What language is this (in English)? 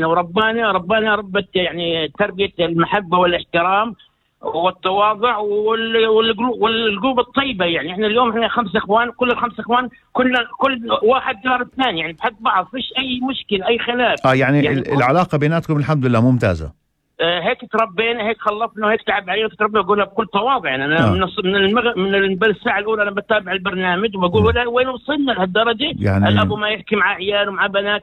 North Levantine Arabic